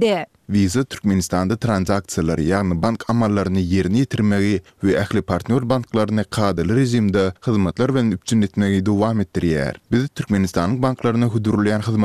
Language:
Turkmen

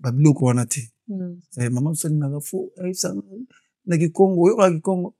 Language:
Lingala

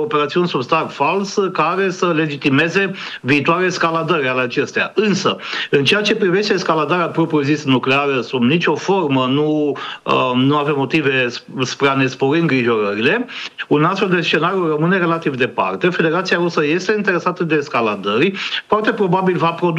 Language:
Romanian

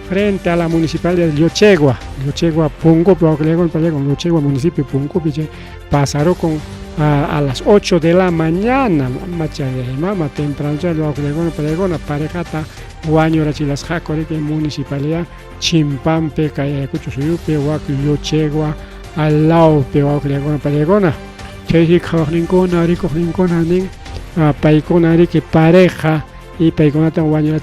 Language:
Ayacucho Quechua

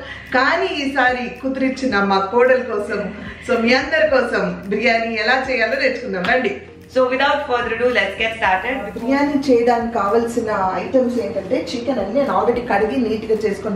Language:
Telugu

